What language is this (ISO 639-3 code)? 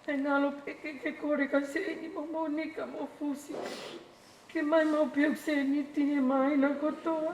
ton